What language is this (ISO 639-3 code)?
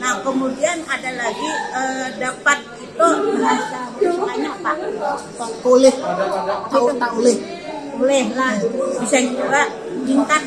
bjn